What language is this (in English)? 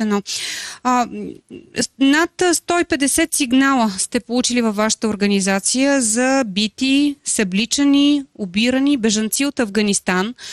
Bulgarian